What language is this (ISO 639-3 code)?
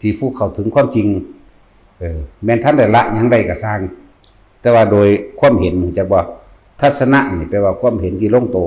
lao